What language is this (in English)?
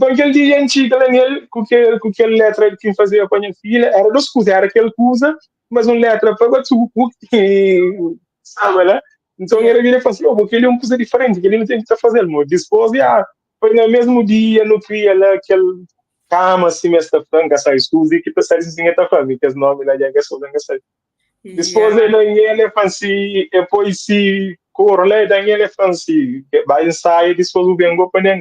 Kabuverdianu